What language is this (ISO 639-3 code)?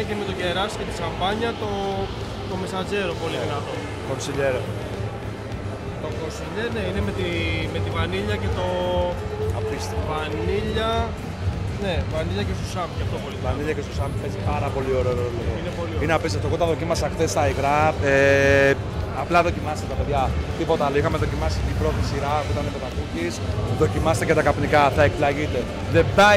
ell